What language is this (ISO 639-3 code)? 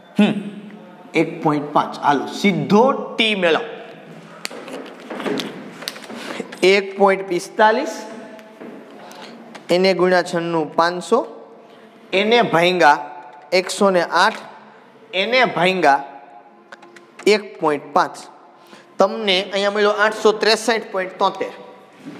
guj